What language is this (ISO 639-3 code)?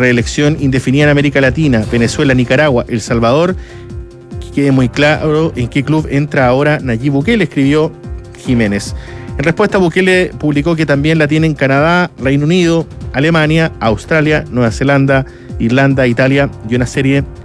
spa